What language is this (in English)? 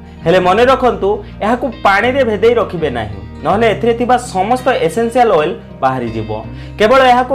Odia